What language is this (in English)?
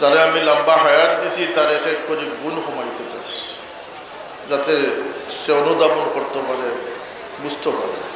Sylheti